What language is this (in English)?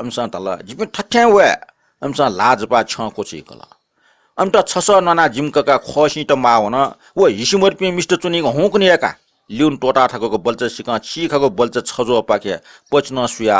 Newari